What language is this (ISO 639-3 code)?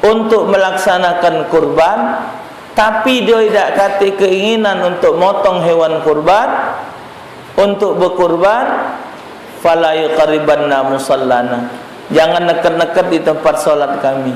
mui